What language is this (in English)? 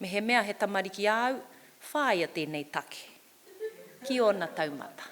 Māori